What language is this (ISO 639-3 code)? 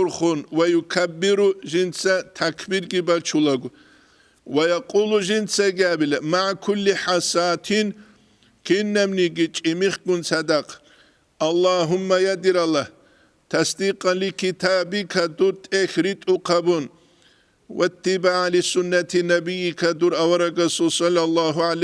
ava